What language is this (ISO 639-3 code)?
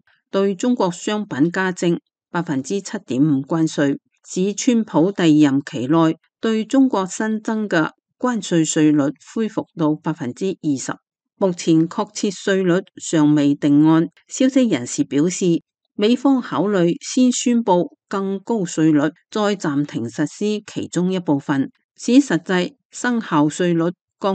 yue